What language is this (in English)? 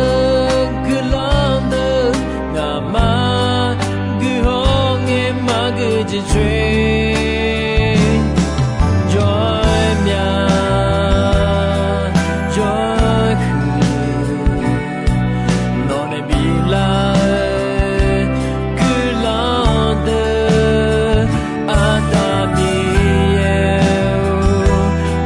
Akha